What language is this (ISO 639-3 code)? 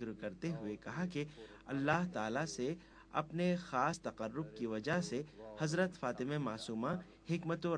urd